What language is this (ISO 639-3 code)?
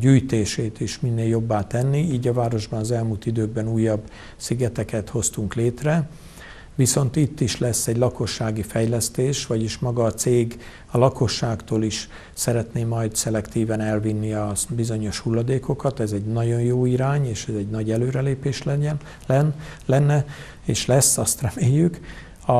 hun